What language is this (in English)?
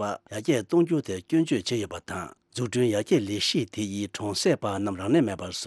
Tibetan